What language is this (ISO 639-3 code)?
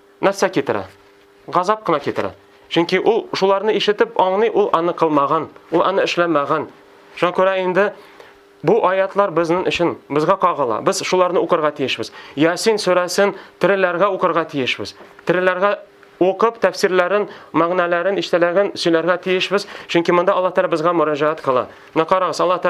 tat